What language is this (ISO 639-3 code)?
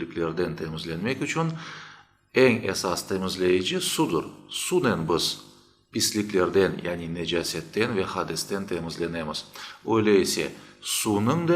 crh